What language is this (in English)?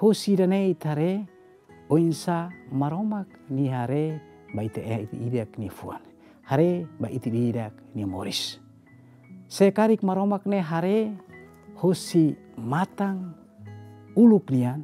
Tetum